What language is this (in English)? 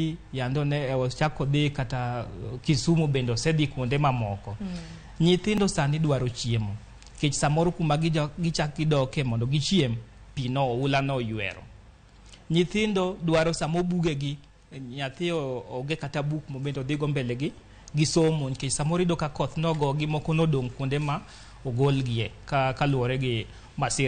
Luo (Kenya and Tanzania)